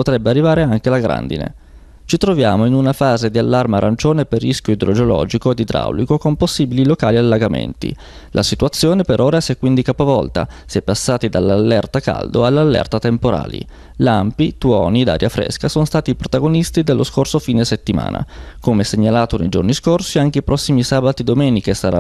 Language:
Italian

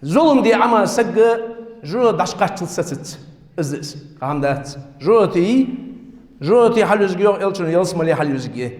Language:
Ingush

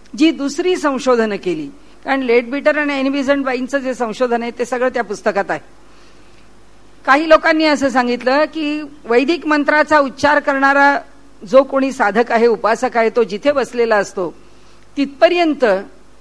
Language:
Marathi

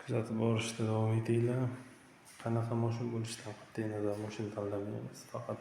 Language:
Uzbek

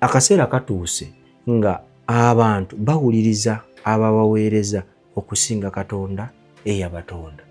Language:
Ganda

